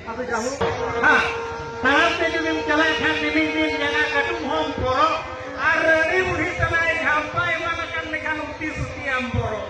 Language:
Santali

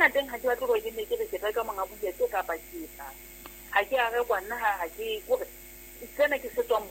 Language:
Southern Sotho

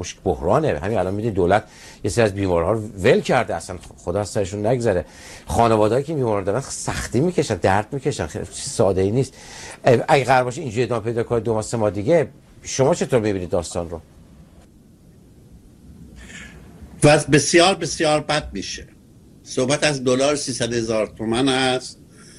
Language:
Persian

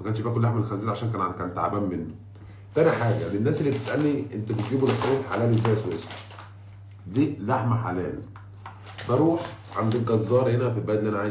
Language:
Egyptian Arabic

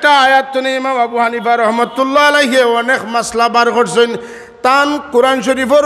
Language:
Sylheti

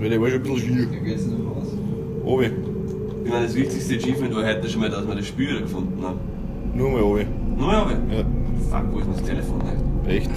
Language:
Bavarian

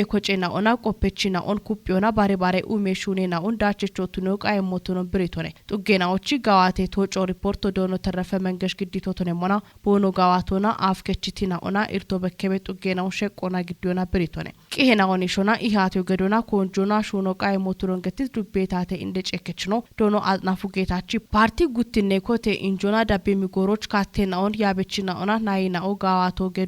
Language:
Kafa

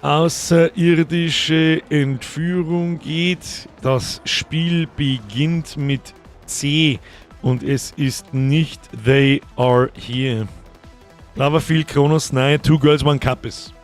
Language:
Bavarian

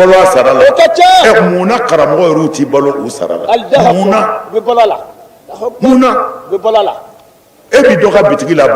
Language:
Bambara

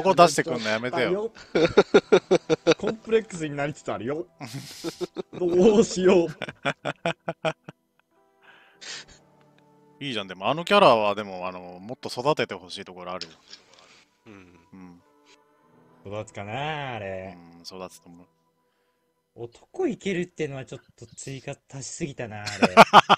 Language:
Japanese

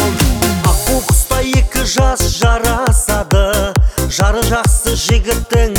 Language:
Kazakh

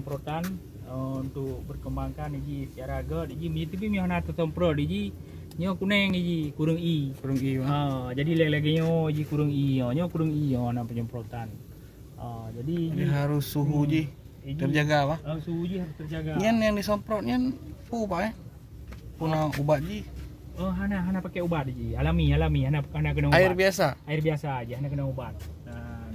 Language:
Achinese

